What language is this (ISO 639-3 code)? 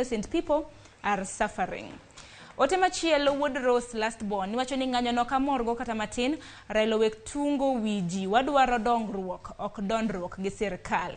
luo